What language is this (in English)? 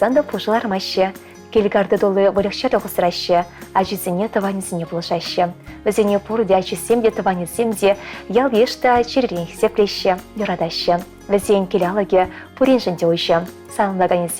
Chuvash